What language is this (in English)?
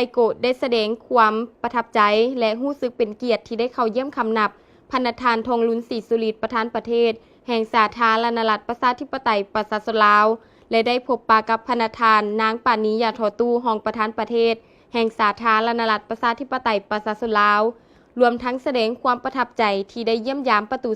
Lao